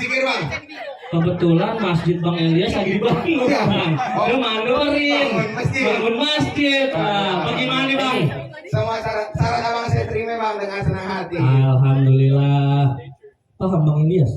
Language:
Betawi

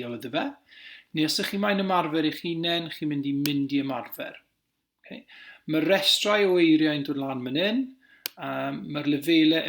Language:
Welsh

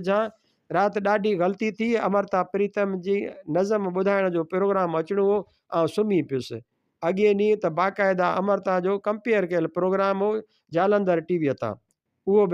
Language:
Sindhi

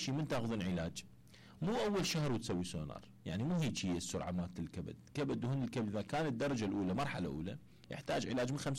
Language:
Mesopotamian Arabic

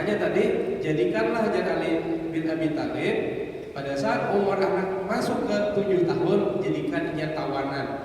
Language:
Banjar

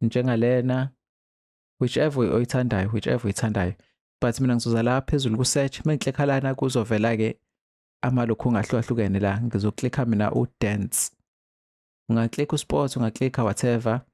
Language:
Zulu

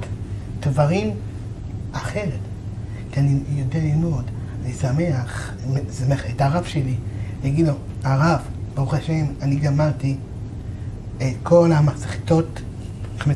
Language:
Hebrew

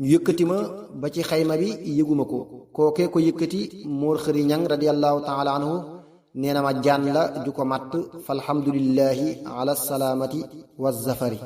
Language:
Wolof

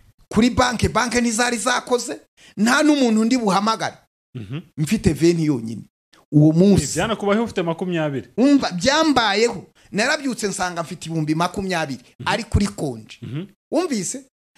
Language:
Kinyarwanda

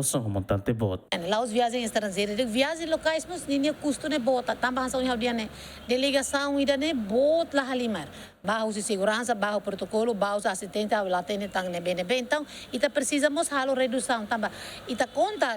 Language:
Tetum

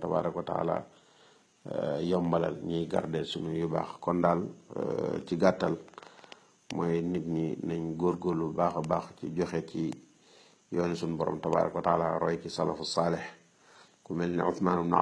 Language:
Wolof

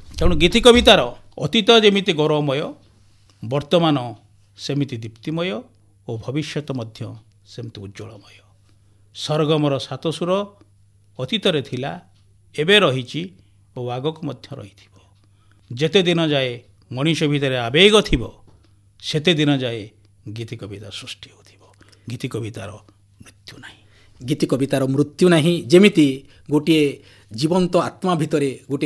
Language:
Odia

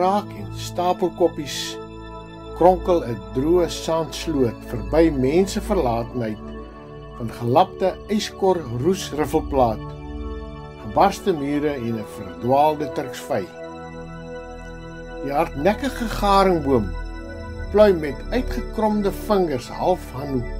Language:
Afrikaans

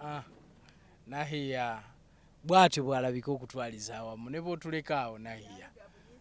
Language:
Ganda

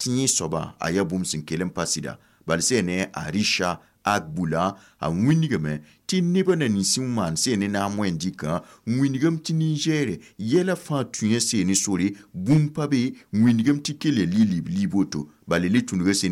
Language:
Mossi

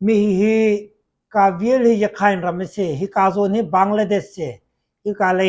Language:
Hakha Chin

